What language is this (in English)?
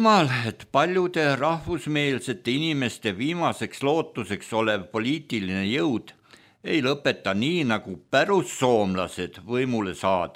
Estonian